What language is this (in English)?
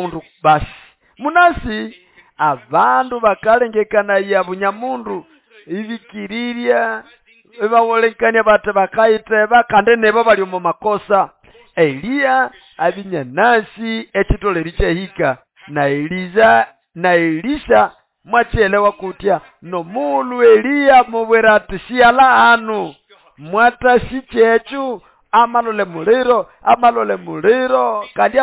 Nande